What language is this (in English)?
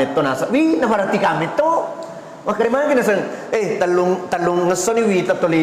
Buginese